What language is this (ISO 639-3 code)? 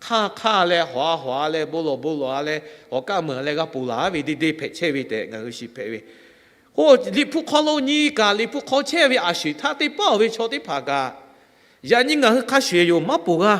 lhu